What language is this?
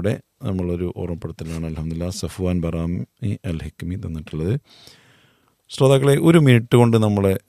Malayalam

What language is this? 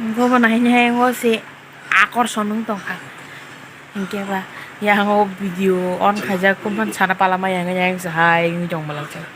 Kok Borok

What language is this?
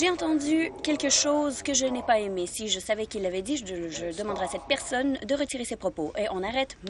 French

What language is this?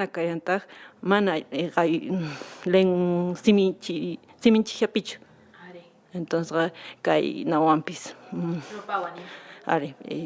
Quechua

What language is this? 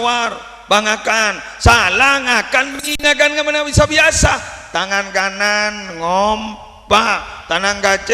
Madurese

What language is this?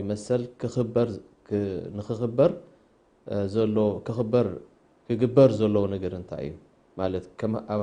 Tigrinya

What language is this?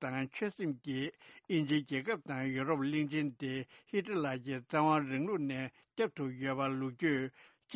Tibetan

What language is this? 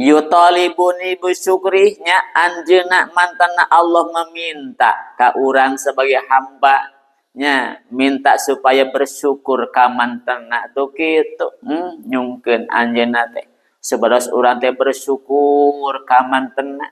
Sundanese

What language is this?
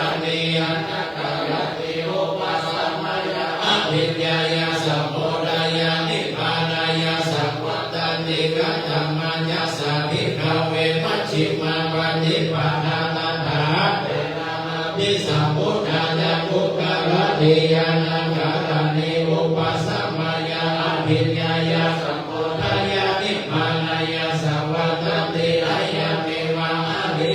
Pali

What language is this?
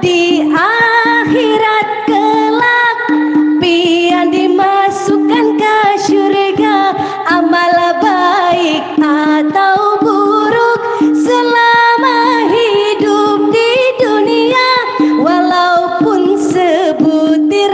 Banjar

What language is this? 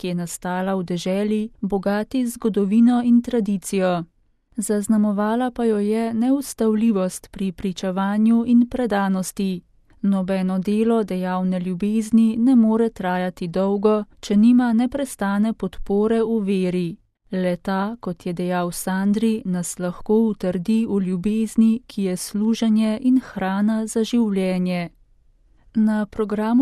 Slovenian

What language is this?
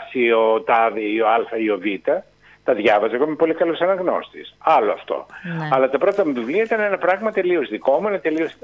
Greek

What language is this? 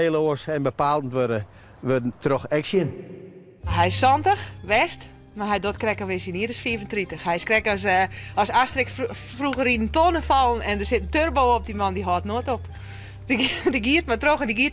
Western Frisian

